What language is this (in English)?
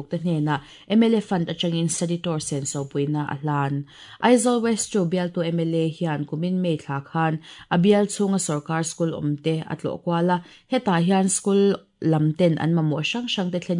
Mizo